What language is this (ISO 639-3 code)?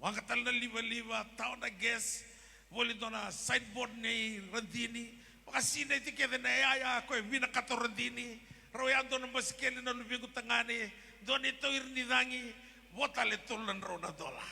fij